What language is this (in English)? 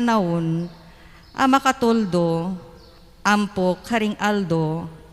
Pampanga